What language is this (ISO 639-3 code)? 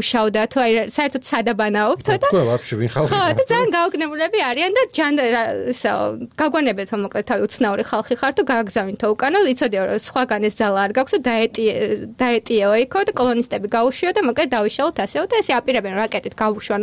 kat